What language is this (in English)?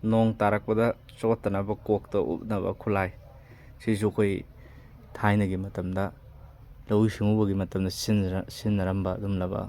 Manipuri